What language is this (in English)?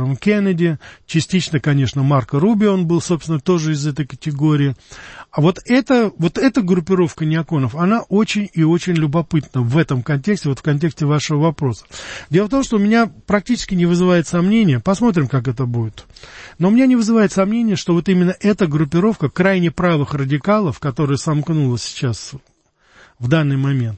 Russian